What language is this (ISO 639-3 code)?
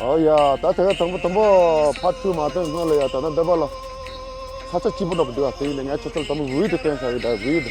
bod